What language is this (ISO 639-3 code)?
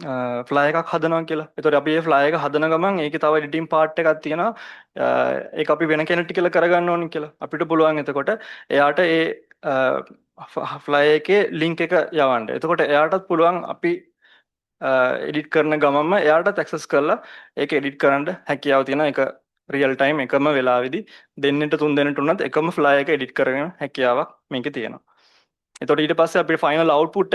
sin